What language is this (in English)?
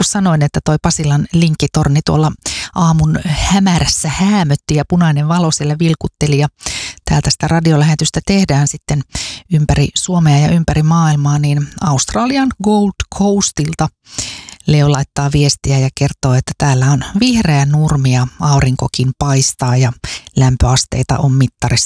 Finnish